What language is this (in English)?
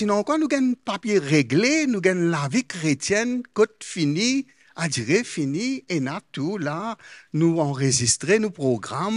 Morisyen